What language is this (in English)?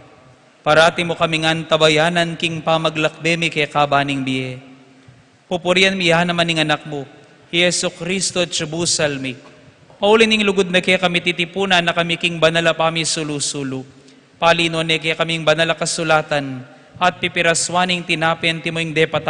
Pampanga